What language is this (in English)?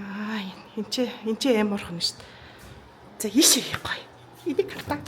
Mongolian